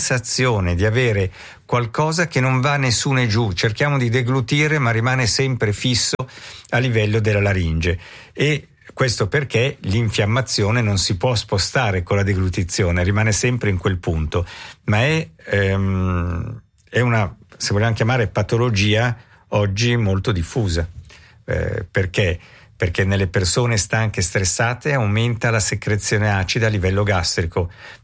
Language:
Italian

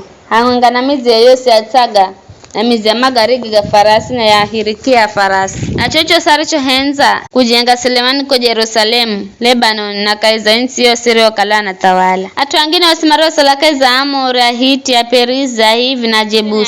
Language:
Giryama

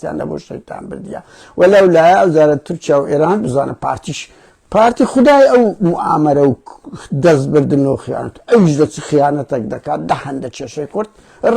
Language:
Central Kurdish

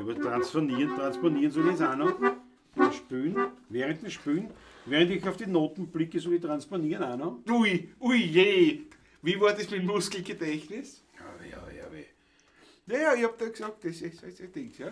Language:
Bavarian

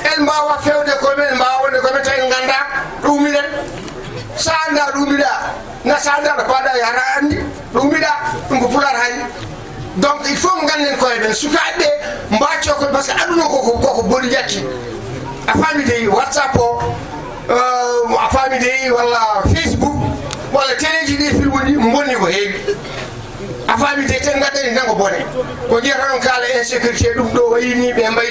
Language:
Fula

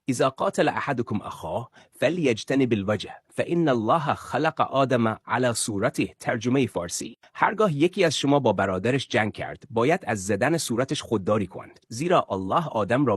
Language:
Persian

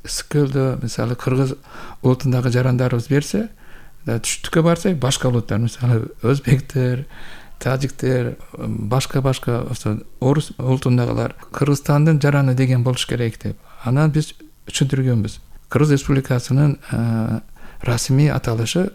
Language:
Kyrgyz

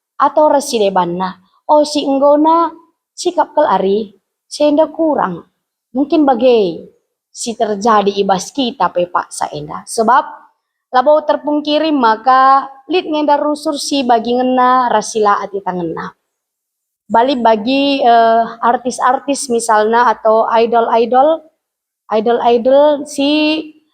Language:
Batak Karo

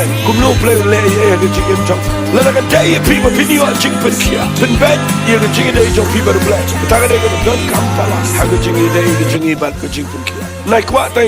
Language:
Khasi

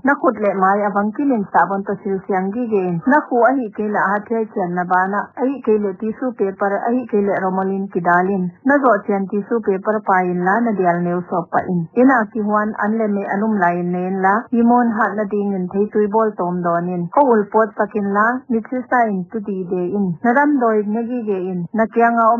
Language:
Paite Chin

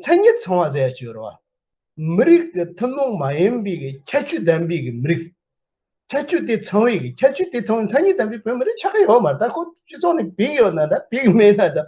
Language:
Tibetan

